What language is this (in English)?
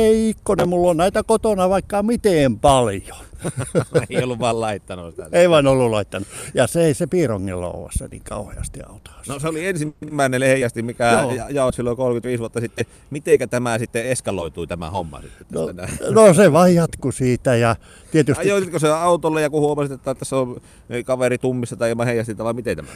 Finnish